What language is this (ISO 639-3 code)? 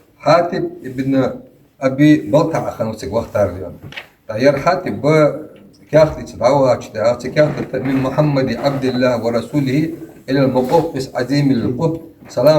inh